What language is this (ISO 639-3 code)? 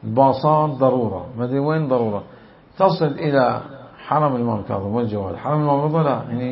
acm